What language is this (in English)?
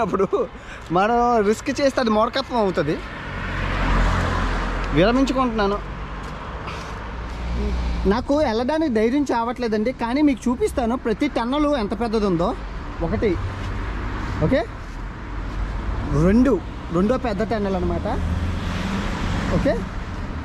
Telugu